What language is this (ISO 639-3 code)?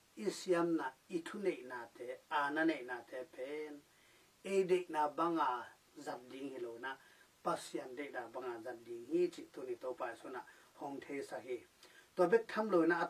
ctd